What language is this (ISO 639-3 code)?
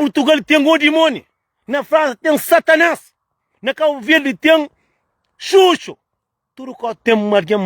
kea